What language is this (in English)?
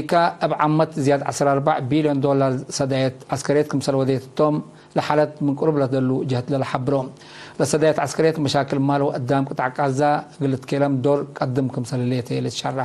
Tigre